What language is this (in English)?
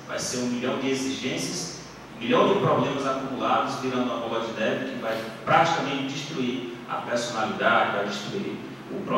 Portuguese